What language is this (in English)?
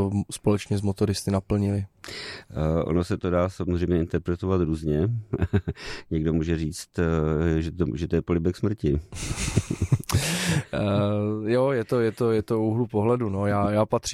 Czech